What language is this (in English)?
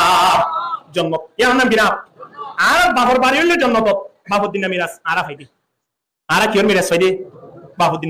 Rohingya